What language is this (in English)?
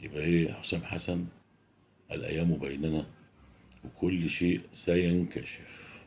Egyptian Arabic